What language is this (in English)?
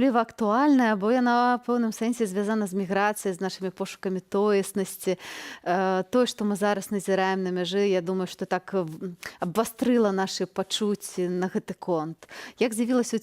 Belarusian